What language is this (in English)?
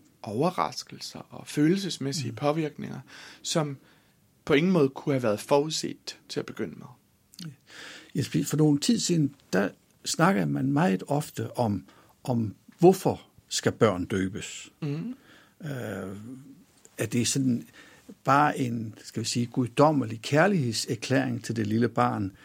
Danish